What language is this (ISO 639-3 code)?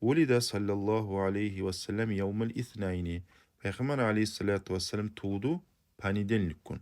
kum